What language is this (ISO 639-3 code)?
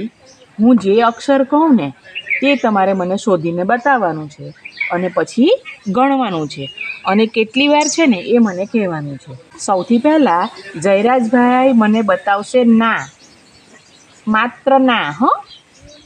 guj